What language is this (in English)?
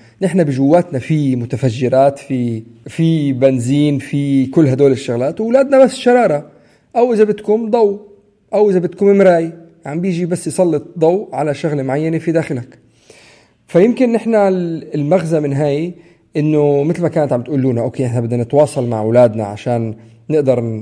North Levantine Arabic